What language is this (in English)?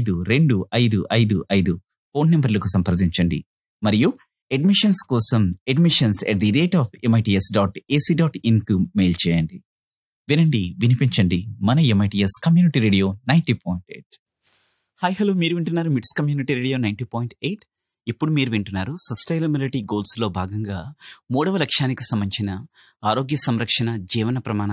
Telugu